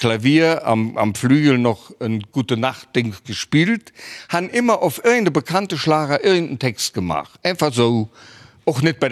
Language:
Luxembourgish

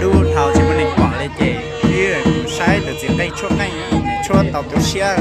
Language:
Hmong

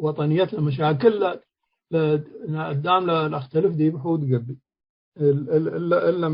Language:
Tigre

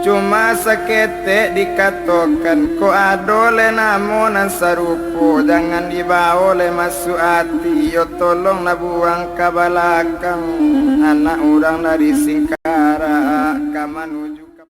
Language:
Minangkabau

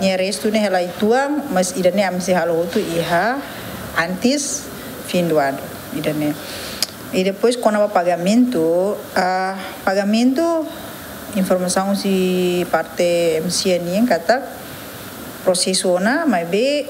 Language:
Tetum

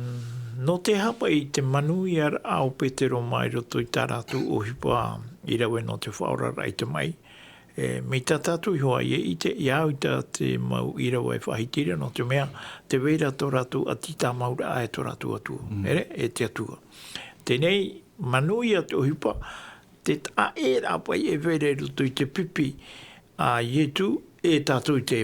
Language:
Tahitian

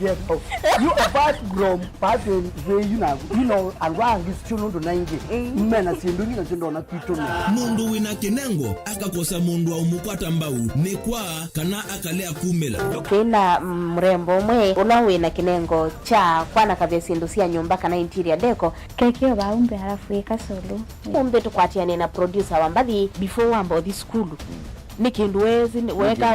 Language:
Kamba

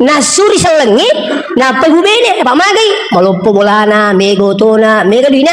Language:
Buginese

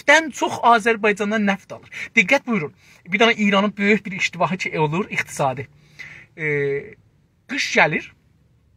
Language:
South Azerbaijani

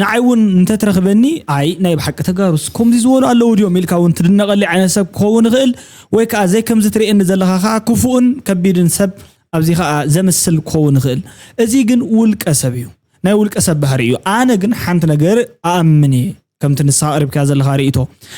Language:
Tigrinya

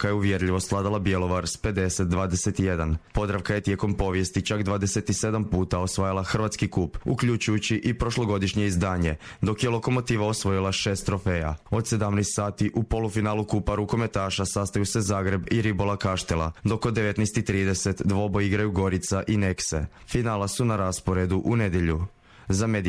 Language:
Croatian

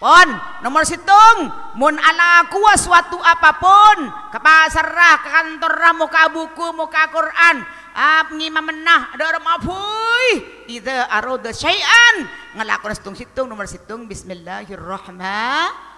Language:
Madurese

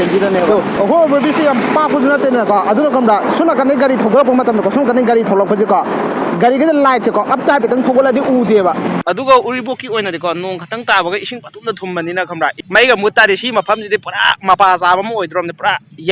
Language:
Manipuri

